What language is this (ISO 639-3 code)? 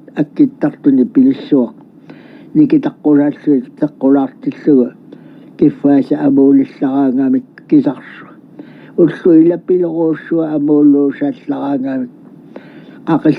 kal